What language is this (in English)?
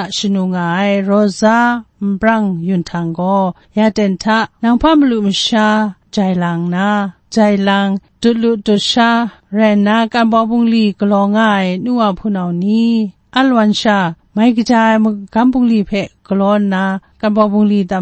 Kachin